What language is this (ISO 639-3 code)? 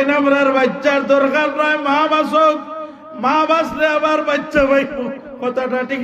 syl